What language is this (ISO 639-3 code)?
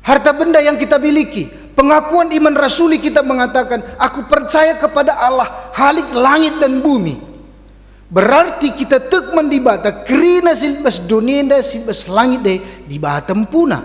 btx